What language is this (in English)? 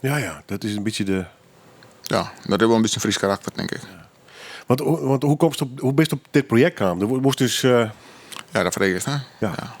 Western Frisian